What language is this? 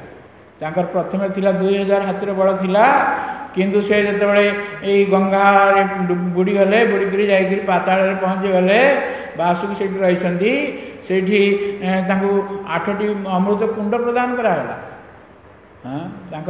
Odia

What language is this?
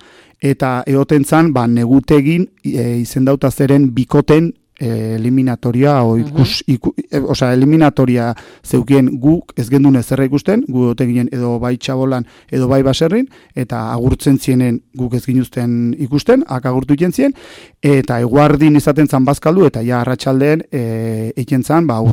Basque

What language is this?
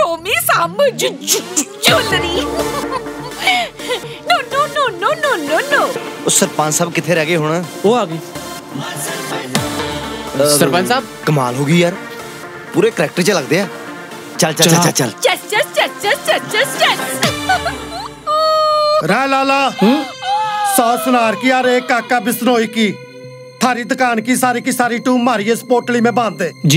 Punjabi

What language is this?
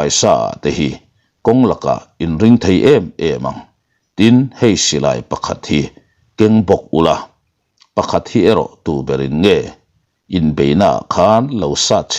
Mizo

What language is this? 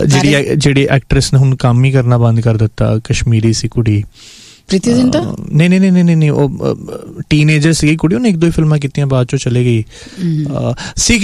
Punjabi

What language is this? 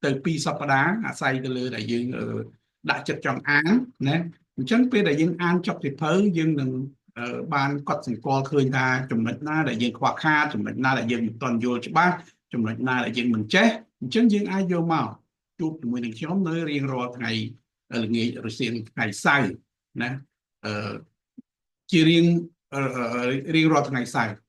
Khmer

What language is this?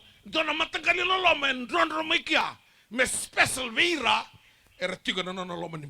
Fijian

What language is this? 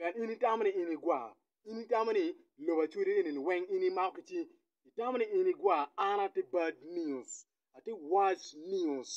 Acoli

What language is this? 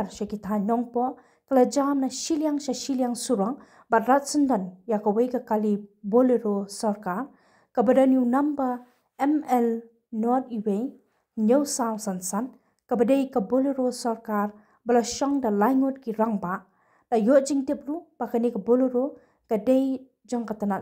Khasi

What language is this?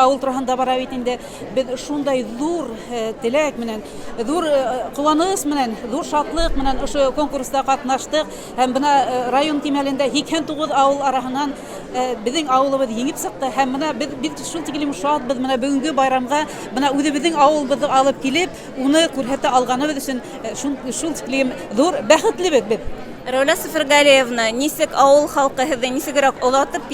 Bashkir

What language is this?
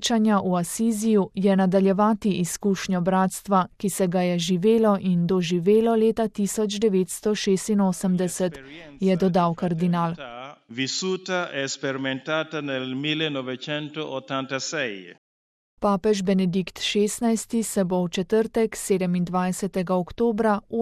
Slovenian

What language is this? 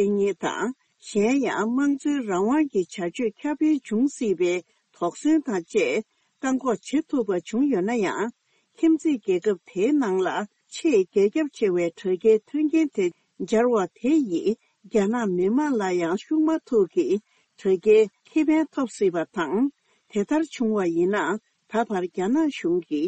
Tibetan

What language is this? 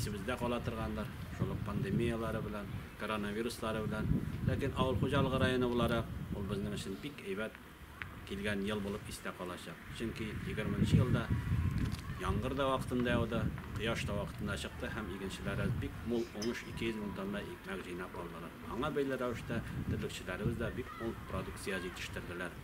Tatar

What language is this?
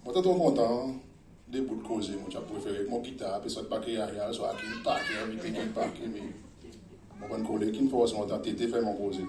Seselwa Creole French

